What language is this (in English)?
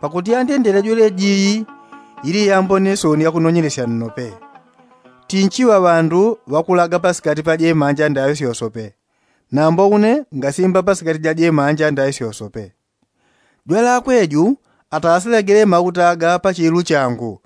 Yao